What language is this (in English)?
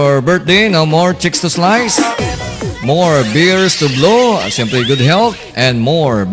Hiligaynon